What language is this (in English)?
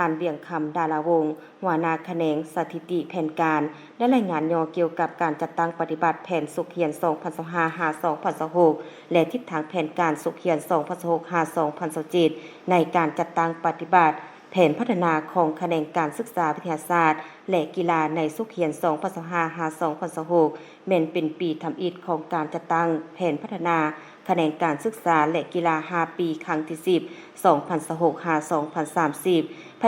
Lao